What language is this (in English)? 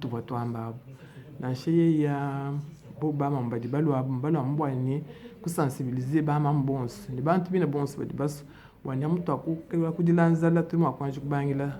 Luba-Lulua